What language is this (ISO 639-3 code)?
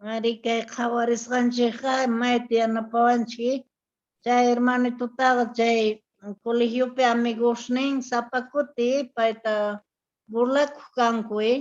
que